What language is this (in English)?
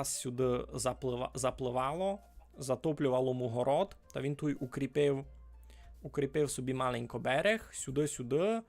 Rusyn